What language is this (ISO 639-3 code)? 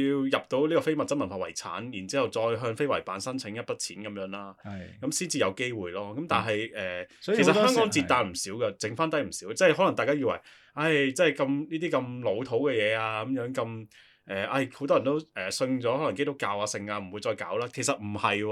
yue